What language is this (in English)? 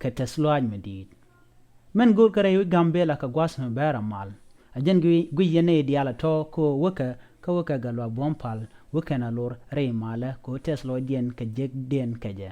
Nuer